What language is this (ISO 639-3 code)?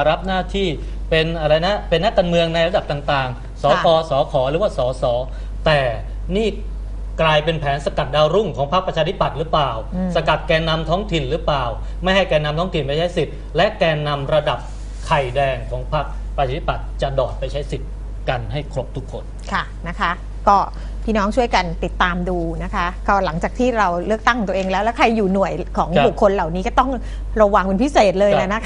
tha